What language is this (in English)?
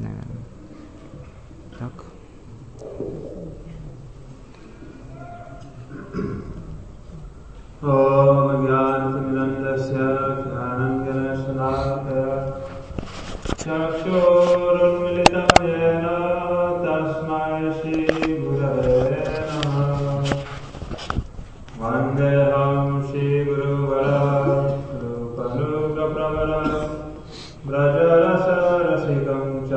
Russian